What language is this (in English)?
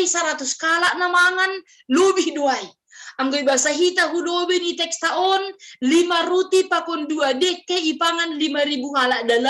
Batak Simalungun